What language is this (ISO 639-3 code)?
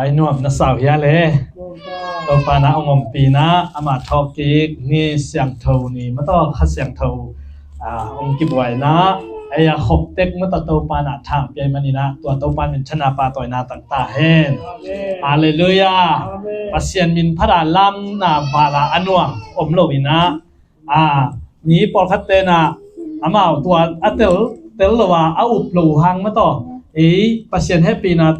ctd